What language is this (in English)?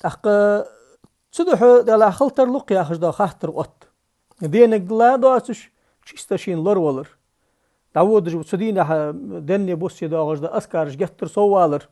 Ingush